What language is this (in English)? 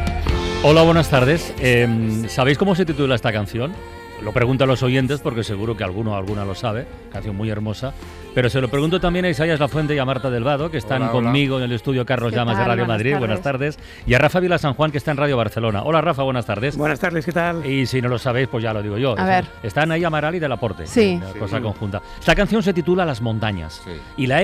Spanish